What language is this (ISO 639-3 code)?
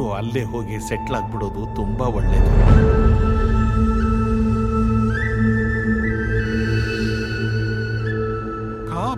kan